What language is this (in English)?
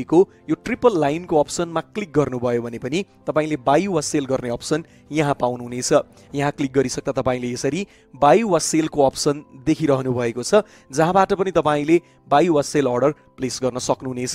Nepali